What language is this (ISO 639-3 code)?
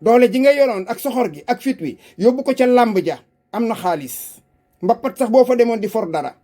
wol